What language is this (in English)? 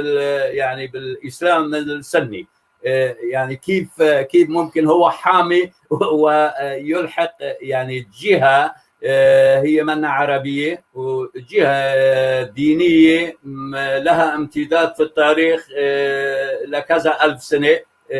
North Levantine Arabic